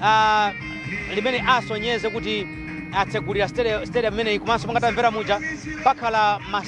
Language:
Nyanja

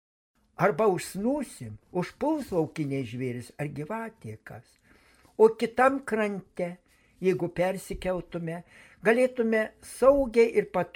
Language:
Lithuanian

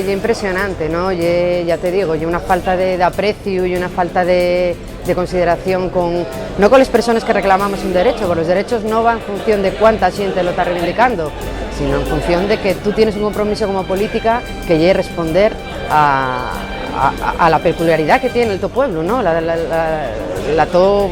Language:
Asturian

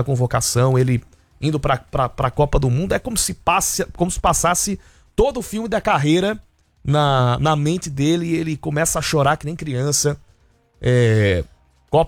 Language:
Portuguese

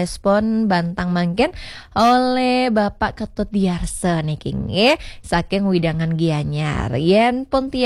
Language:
Balinese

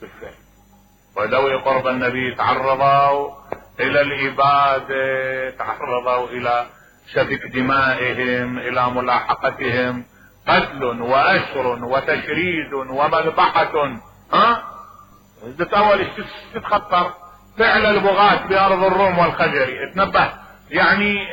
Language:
Mesopotamian Arabic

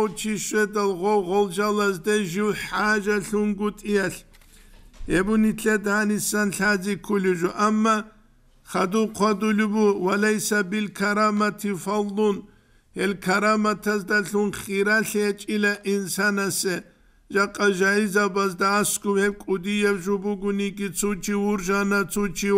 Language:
Avaric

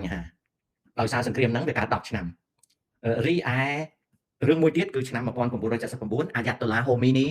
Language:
Khmer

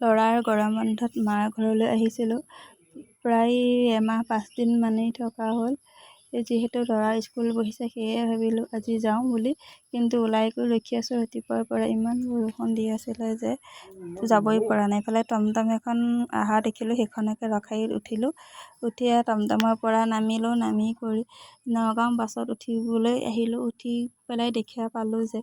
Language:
Assamese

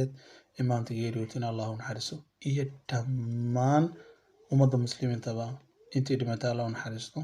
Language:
Somali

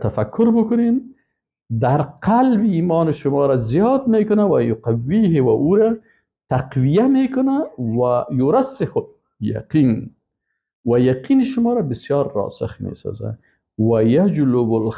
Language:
Persian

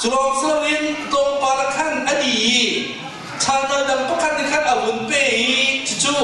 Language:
Hakha Chin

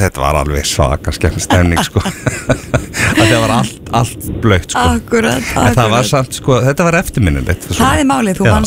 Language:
Icelandic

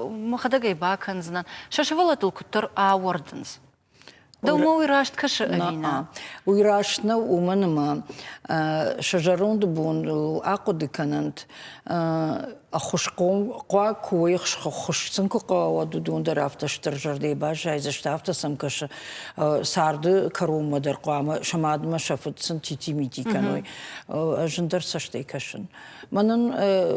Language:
Ossetic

